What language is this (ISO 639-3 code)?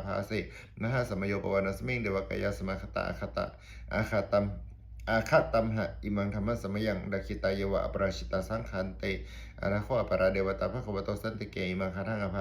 pli